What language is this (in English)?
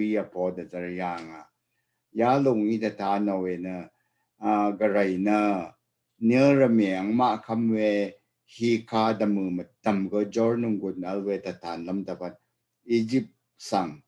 Rawang